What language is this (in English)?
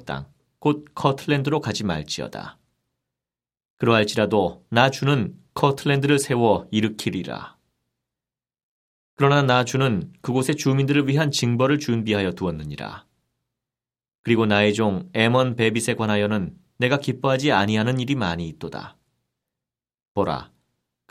Korean